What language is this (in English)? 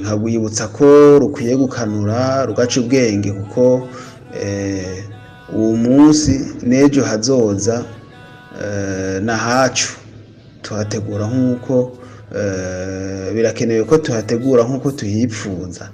Rundi